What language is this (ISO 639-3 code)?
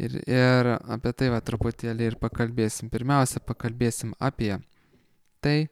lit